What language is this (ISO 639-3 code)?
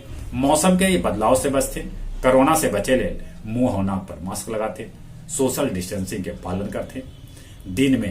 mag